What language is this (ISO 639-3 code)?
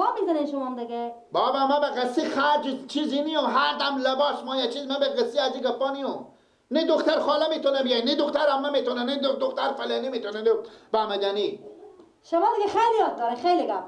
fas